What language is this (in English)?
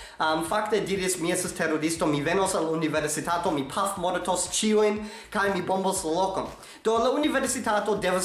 Esperanto